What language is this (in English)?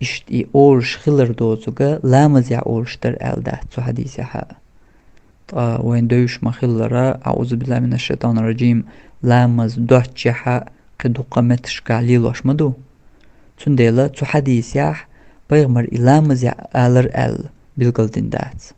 Chechen